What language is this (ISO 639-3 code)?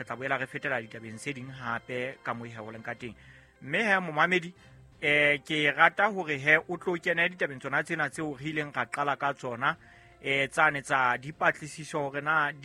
sot